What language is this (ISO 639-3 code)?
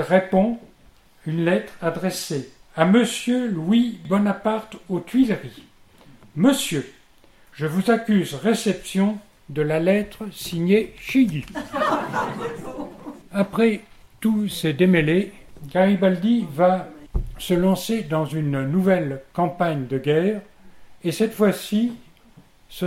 fra